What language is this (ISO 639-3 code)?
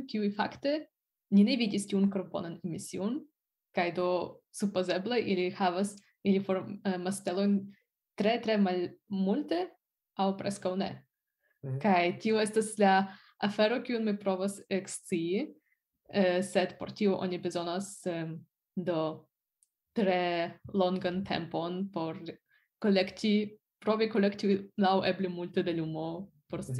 epo